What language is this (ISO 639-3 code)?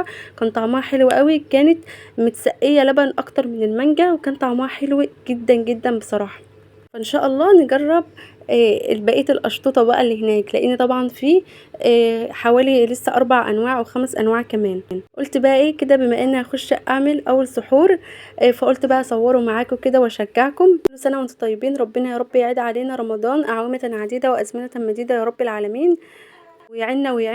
arz